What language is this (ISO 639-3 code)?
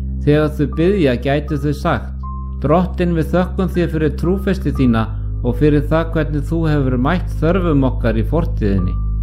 isl